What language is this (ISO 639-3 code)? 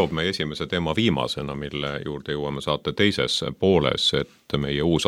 est